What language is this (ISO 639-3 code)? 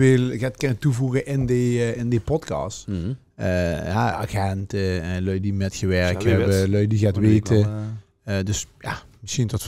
lim